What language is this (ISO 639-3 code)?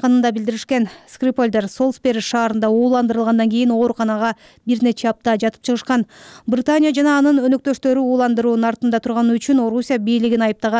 kir